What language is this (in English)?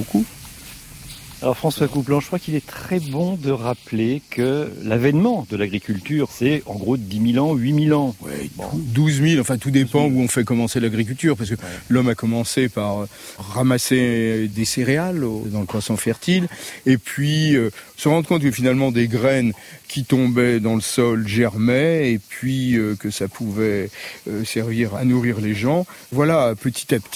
French